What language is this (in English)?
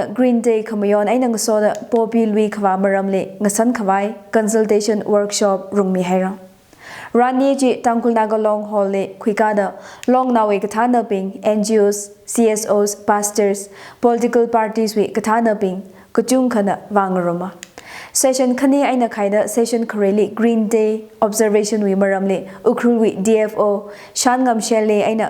Tangkhul Naga (India)